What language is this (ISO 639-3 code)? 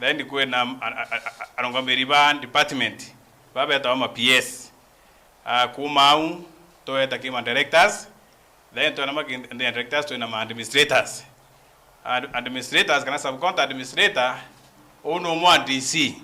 mer